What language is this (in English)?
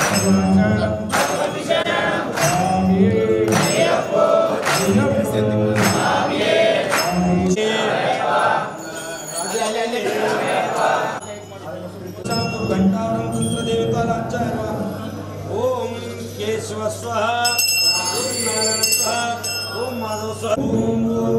Kannada